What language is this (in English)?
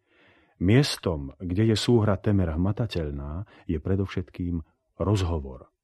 Slovak